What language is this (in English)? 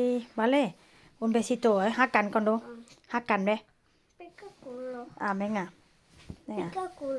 Northeastern Thai